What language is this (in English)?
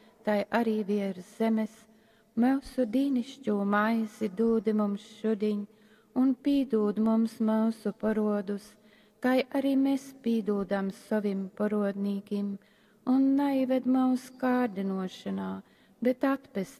Latgalian